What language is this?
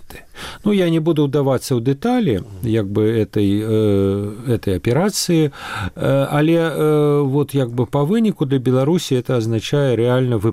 Belarusian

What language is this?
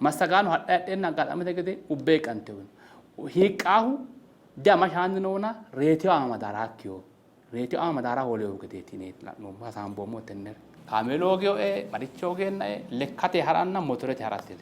Sidamo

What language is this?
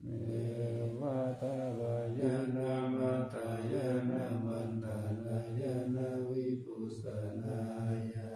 Pali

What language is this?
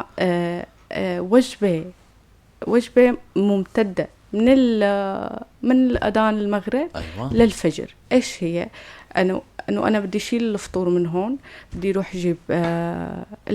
North Levantine Arabic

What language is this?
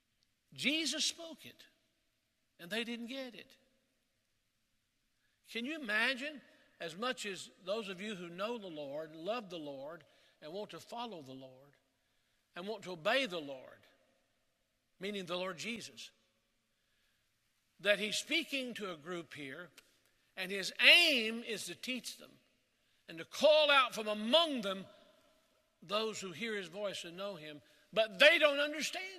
English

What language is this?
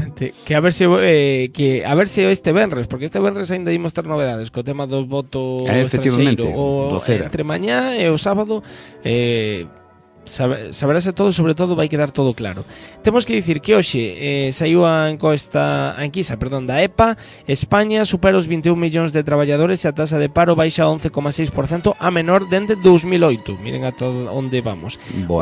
Galician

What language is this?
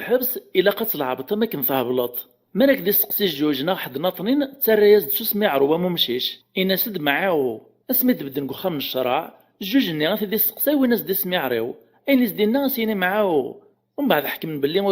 Kabyle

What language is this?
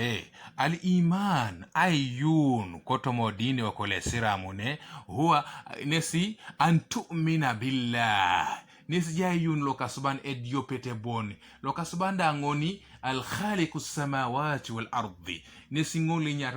Teso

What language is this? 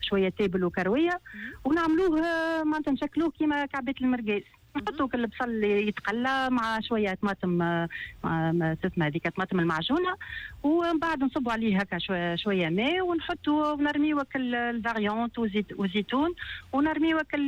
Tunisian Arabic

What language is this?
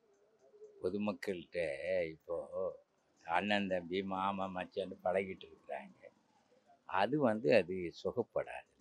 Tamil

